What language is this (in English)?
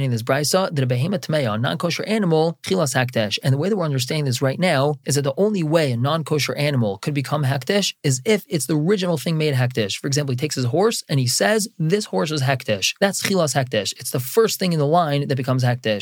English